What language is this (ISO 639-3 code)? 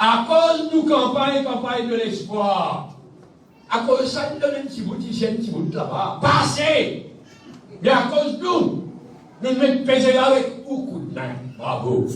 mfe